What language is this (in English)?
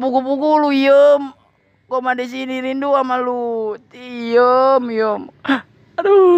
Betawi